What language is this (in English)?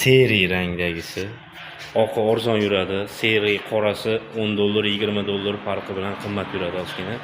Uzbek